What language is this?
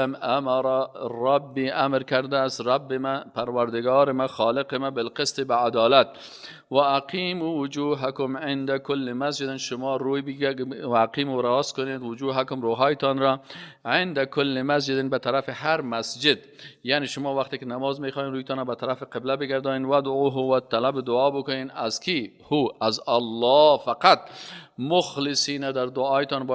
Persian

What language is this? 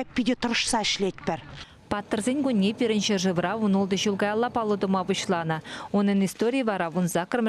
Chuvash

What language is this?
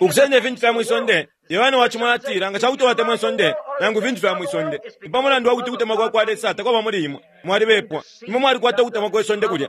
Bemba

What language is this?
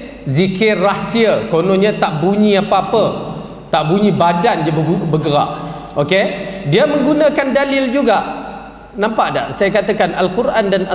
Malay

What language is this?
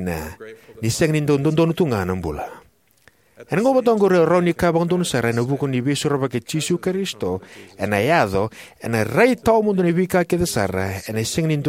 Fijian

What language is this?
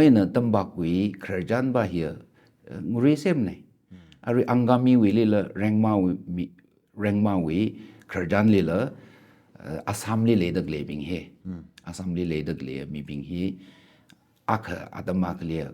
Tangkhul Naga (India)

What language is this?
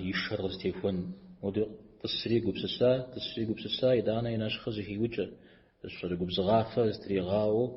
Kabardian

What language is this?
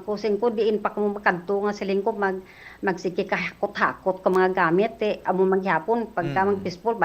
Hiligaynon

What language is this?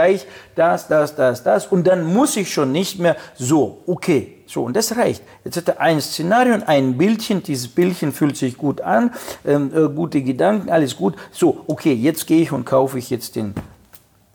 German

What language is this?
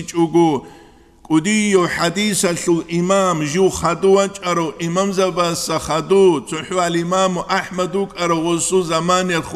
Avaric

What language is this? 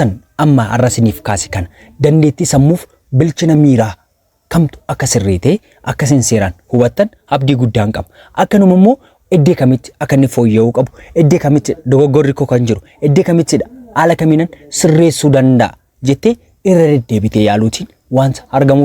Oromo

